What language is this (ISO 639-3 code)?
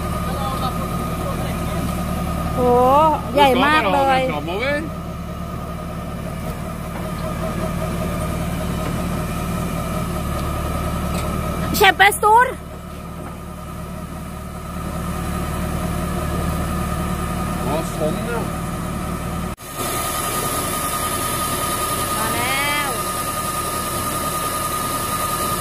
tha